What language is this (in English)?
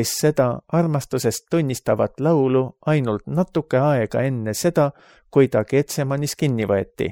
Estonian